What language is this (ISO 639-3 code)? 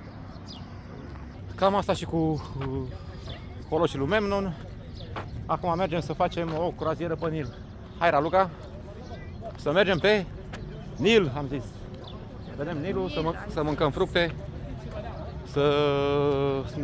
ron